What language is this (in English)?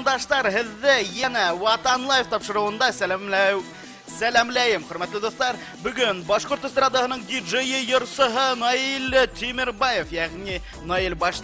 Bashkir